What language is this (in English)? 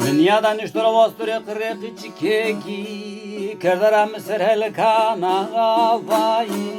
Zaza